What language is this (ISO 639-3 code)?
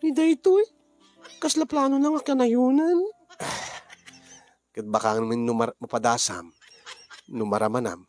ilo